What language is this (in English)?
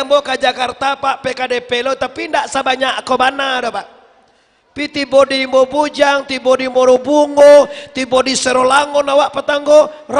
Minangkabau